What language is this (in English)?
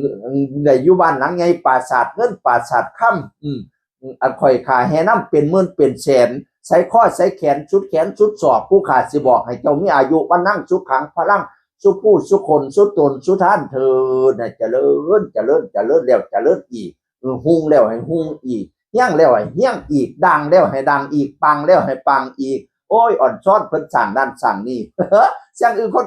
Northeastern Thai